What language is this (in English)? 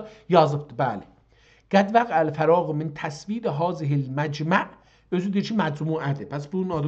South Azerbaijani